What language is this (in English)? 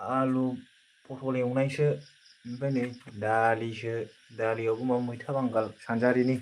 Bodo